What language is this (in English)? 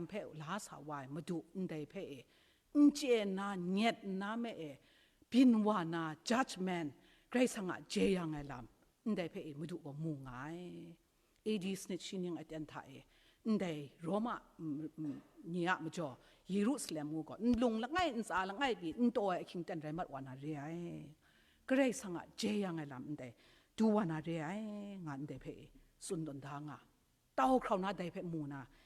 Kachin